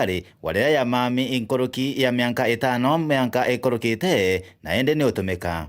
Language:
Meru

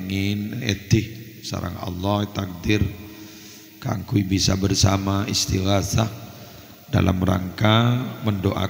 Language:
Madurese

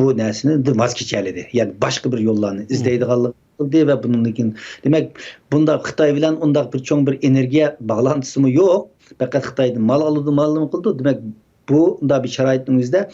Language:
Uyghur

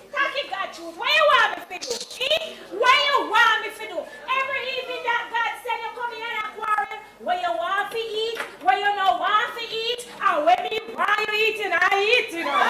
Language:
Jamaican Creole English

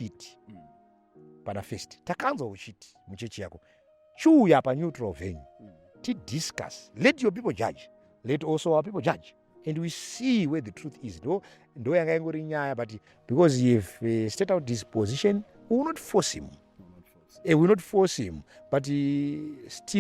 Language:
Shona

